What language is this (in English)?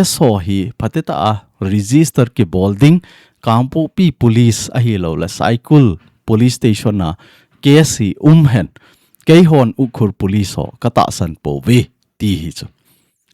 Thado Chin